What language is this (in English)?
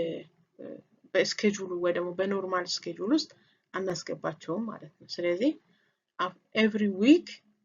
Amharic